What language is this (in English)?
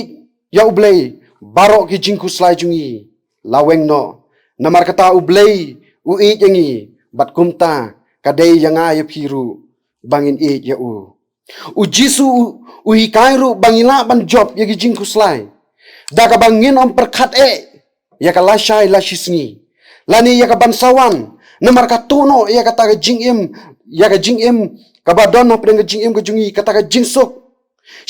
Khasi